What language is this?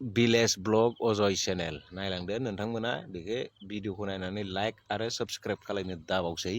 Bodo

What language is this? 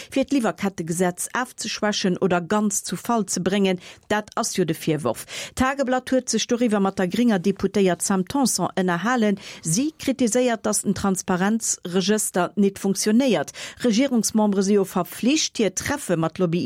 Luxembourgish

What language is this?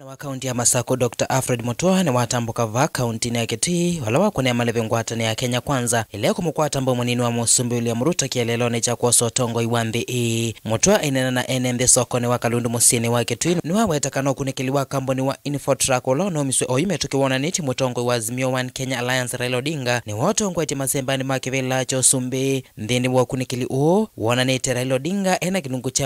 Kamba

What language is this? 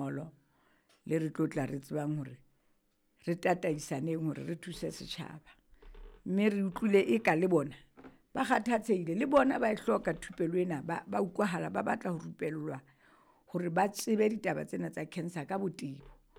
Southern Sotho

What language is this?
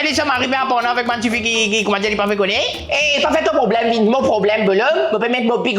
Morisyen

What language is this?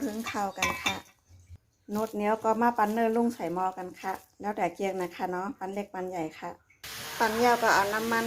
Shan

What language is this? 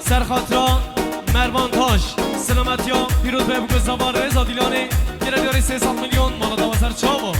Kurdish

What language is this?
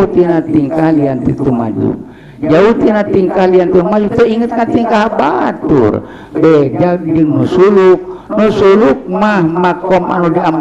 Sundanese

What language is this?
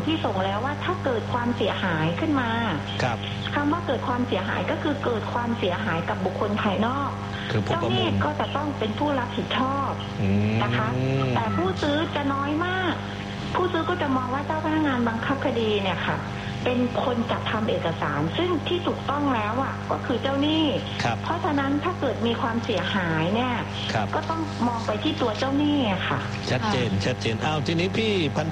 Thai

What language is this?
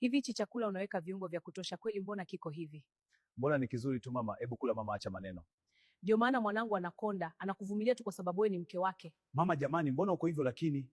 Swahili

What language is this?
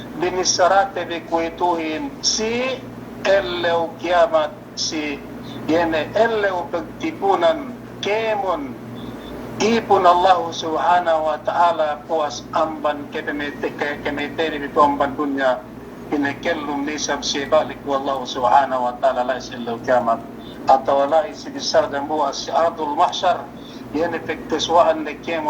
Yakan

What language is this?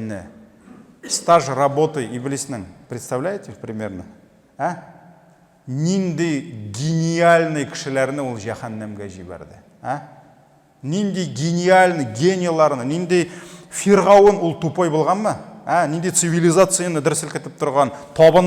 Tatar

